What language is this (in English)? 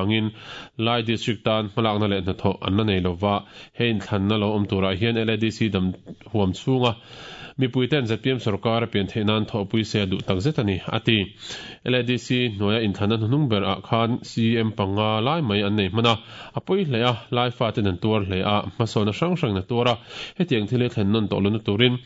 Mizo